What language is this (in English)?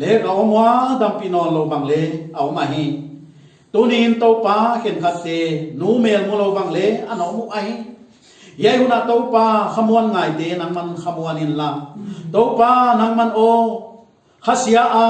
Paite Chin